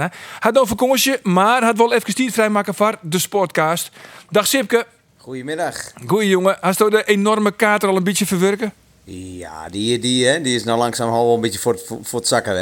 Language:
Western Frisian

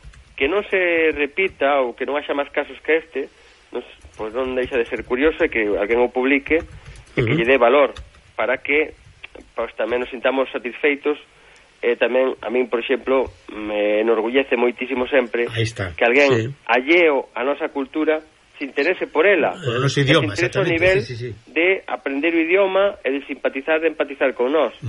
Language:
Galician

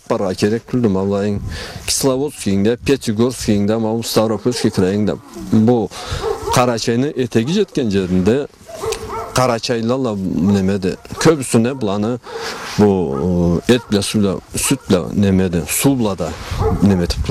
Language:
Karachay-Balkar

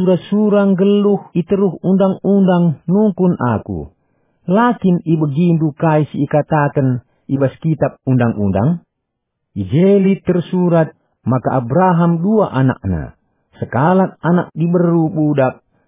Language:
Batak Karo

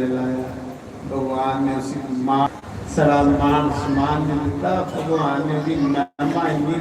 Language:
Dogri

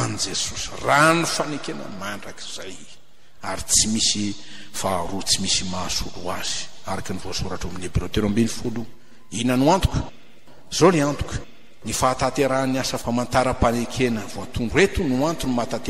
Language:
Malagasy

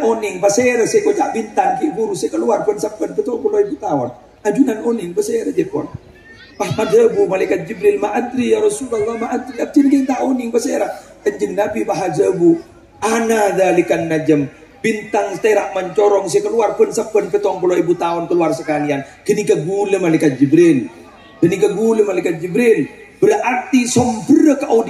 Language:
Madurese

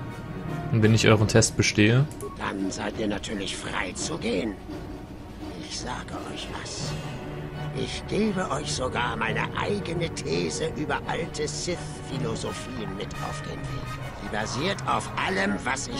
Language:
German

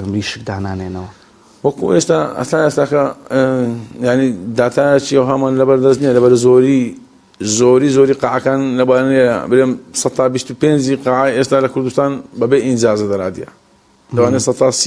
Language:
Central Kurdish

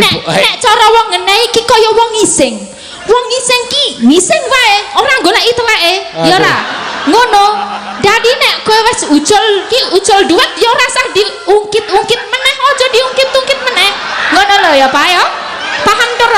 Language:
Javanese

